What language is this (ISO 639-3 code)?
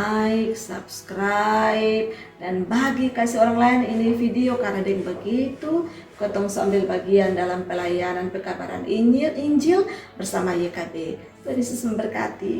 mkn